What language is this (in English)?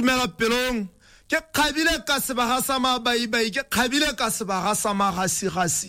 Tswana